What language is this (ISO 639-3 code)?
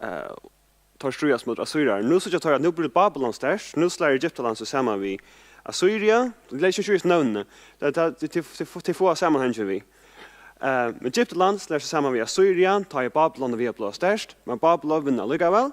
fao